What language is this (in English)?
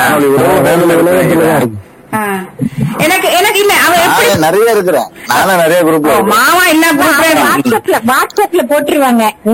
Tamil